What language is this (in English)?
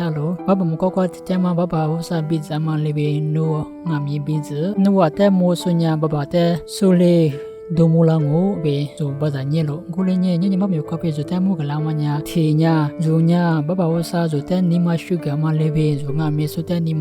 Lisu